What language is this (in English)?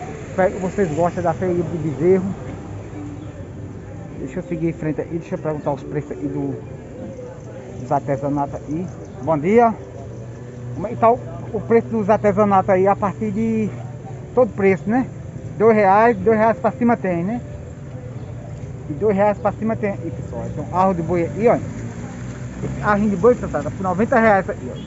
Portuguese